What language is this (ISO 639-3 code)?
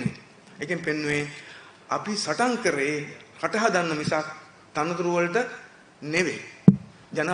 sin